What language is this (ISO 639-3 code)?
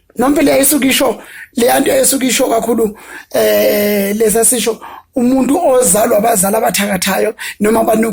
zul